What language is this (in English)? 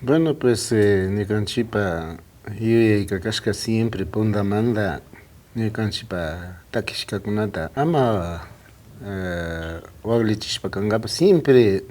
Imbabura Highland Quichua